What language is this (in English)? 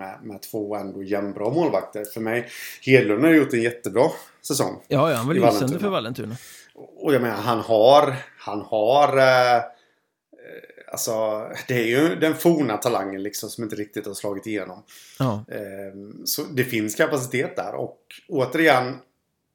Swedish